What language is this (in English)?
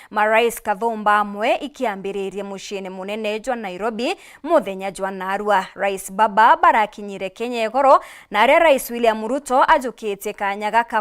Meru